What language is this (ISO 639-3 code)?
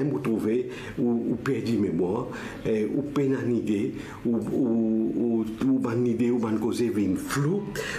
mfe